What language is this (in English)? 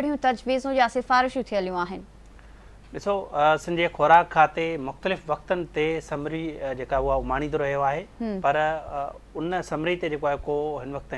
Sindhi